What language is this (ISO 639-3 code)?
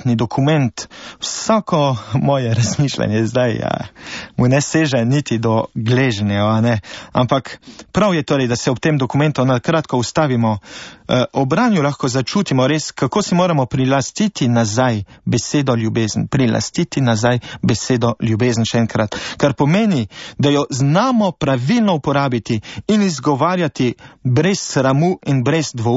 slv